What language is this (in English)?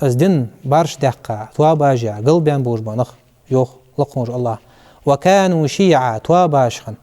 Ingush